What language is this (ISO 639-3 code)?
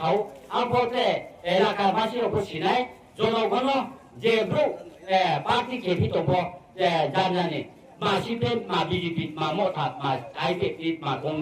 ria